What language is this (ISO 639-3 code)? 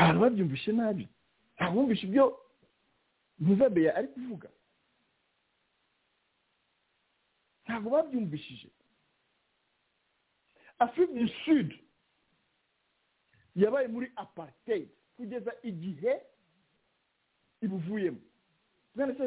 kin